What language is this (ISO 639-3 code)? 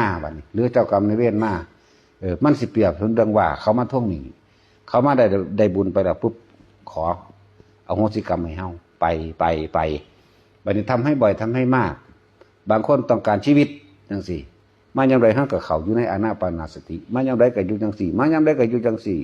tts